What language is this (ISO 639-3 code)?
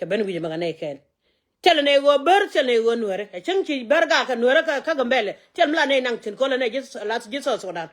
nus